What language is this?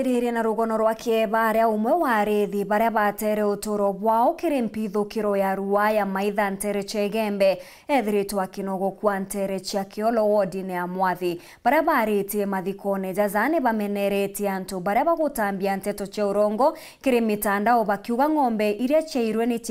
Meru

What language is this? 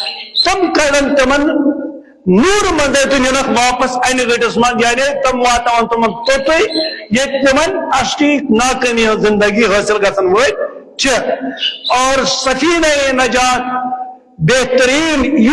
Kashmiri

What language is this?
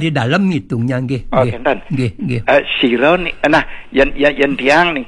Balinese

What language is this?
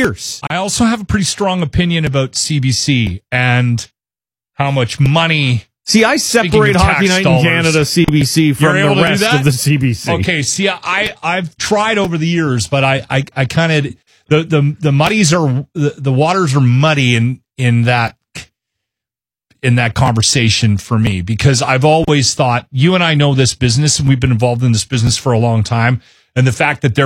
English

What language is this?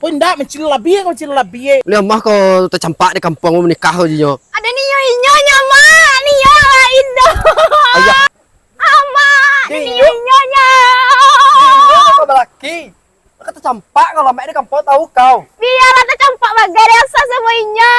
Minangkabau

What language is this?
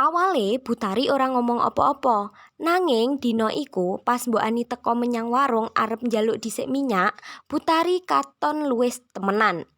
Javanese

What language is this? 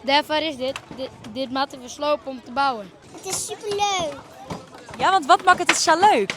Western Frisian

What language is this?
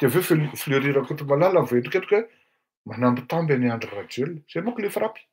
Malagasy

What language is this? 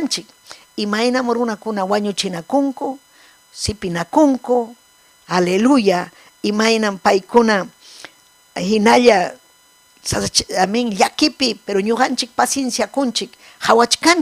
Ayacucho Quechua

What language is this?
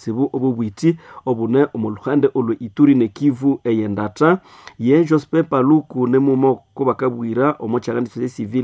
Nande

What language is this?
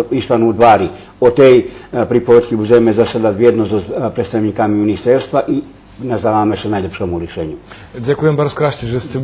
Rusyn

